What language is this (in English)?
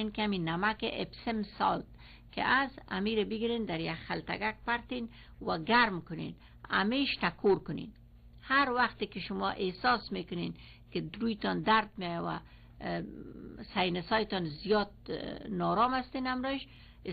Persian